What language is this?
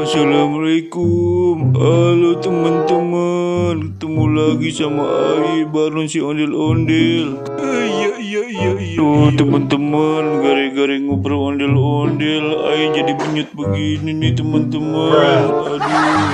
Betawi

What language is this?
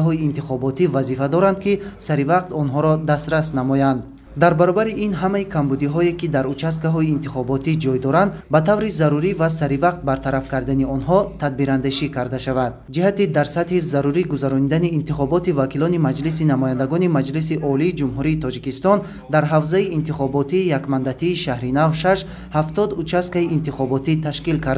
Tajik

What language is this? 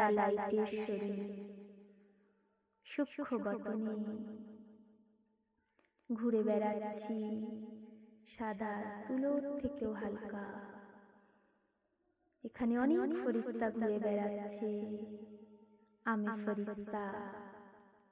Bangla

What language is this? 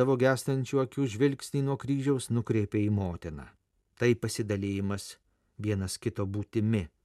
Lithuanian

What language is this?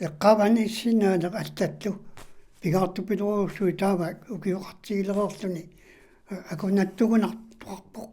Kalaallisut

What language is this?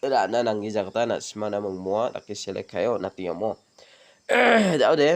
Garo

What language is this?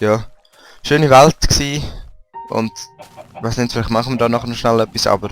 Swiss German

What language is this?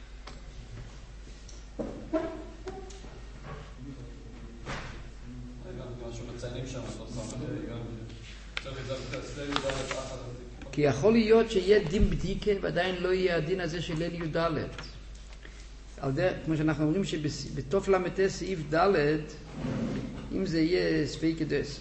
Hebrew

